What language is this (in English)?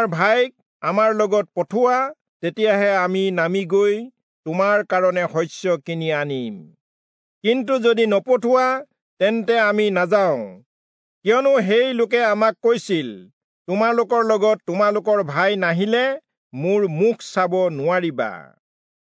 Assamese